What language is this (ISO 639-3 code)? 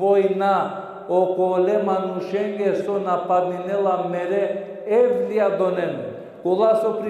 rmn